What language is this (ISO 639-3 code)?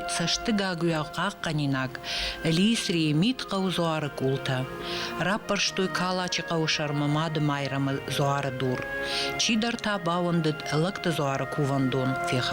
oss